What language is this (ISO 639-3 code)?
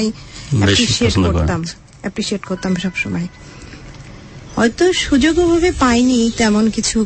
ben